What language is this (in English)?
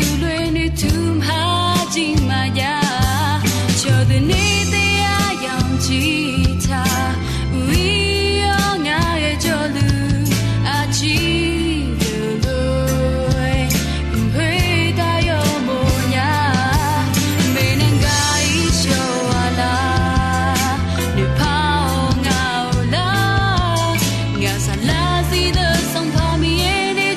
Akha